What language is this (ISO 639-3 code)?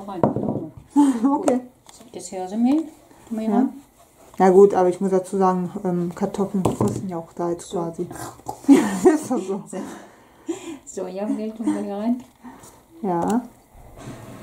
deu